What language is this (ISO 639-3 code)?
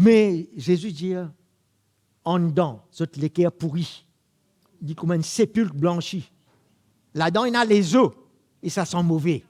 mfe